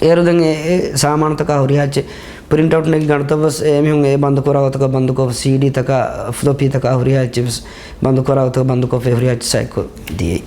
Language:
Divehi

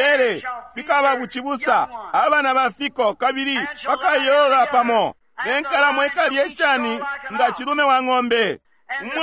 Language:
Bemba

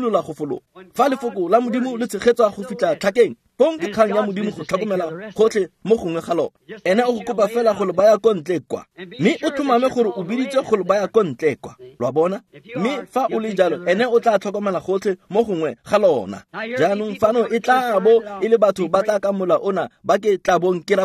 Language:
Tswana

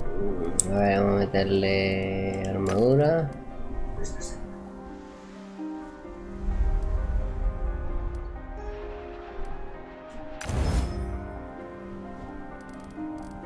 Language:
Spanish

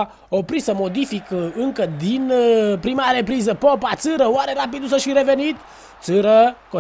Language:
Romanian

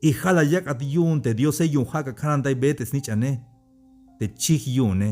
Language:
Tzeltal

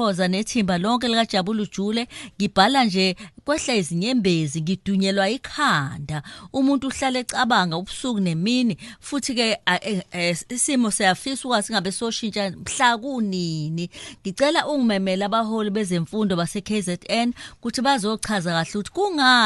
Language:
Zulu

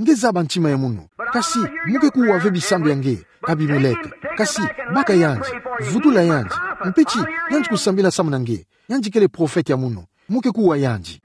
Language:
Kituba (Democratic Republic of Congo)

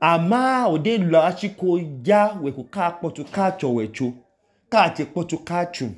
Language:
Idoma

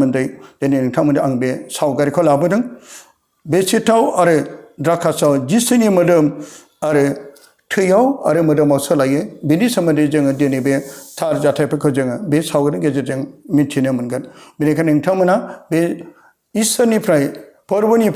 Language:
Bodo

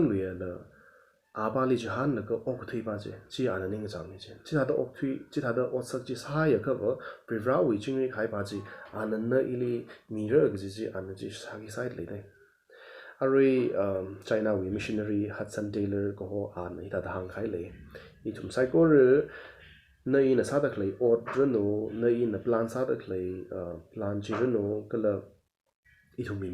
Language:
Tangkhul Naga (India)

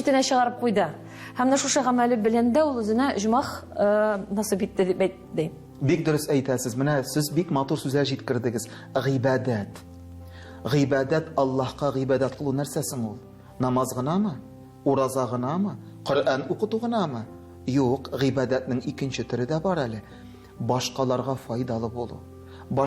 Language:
Tatar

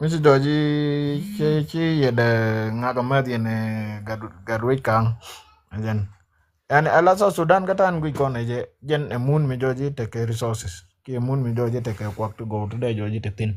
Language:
Nuer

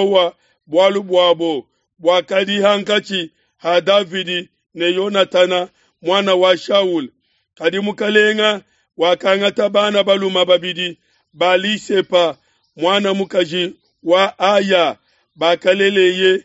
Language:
Luba-Lulua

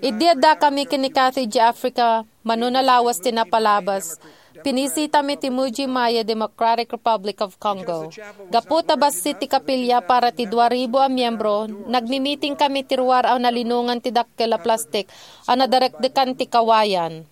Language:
Iloko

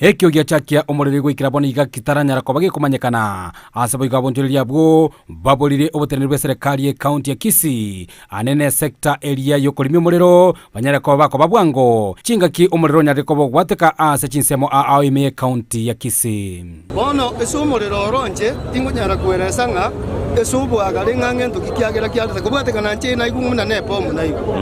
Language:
Gusii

